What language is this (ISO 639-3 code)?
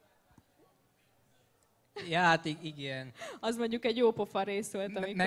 hun